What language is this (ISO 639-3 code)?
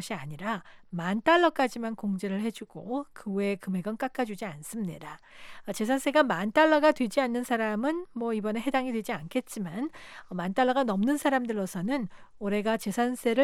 kor